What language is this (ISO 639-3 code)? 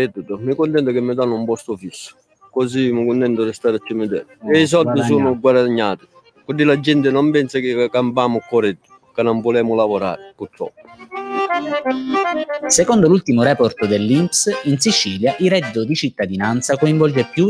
ita